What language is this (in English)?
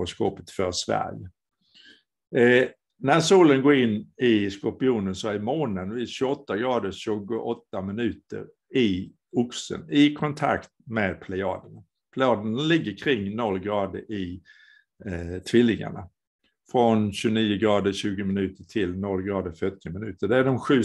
Swedish